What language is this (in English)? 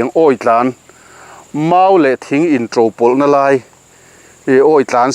Mizo